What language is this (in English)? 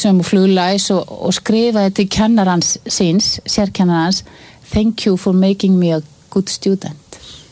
Icelandic